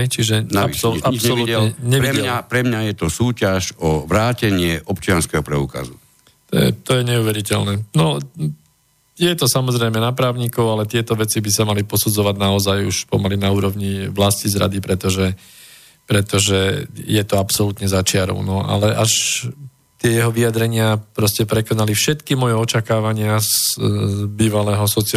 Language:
Slovak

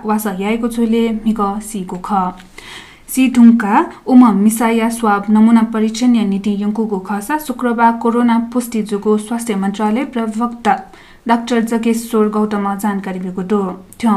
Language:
Newari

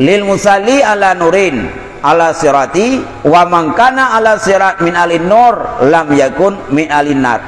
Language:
Achinese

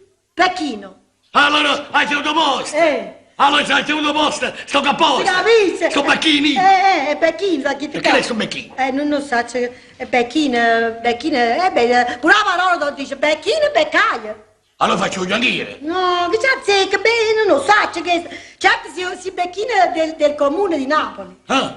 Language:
Neapolitan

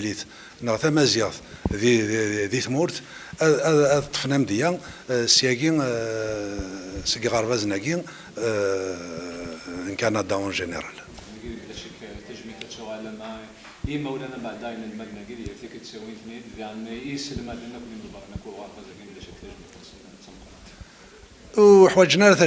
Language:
Kabyle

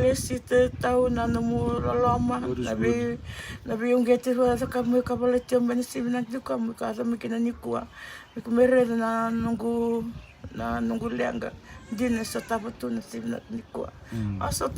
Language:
Fijian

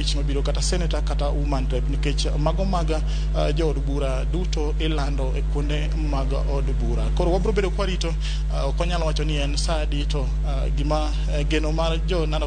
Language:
Luo (Kenya and Tanzania)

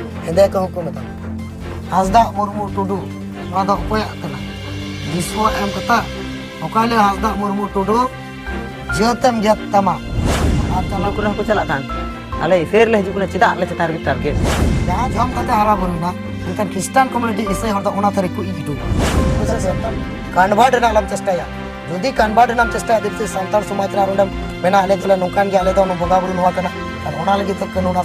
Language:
Santali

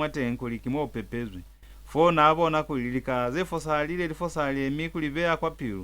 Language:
Lozi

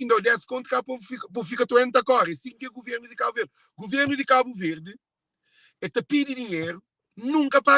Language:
Kabuverdianu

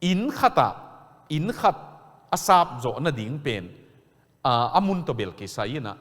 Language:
Tedim Chin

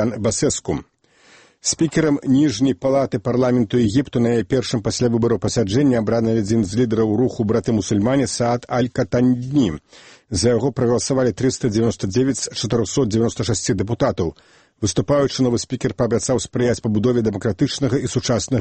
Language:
Belarusian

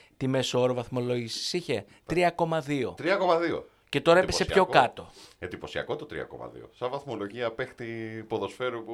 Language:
Greek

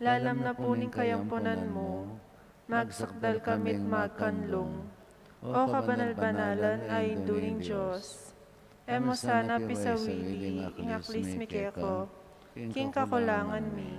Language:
Pampanga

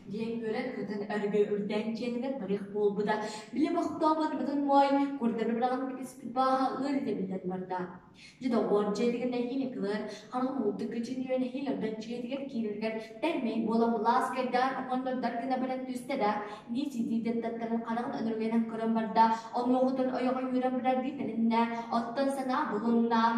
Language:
Yakut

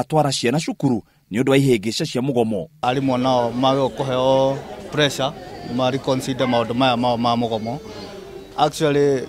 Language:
Kikuyu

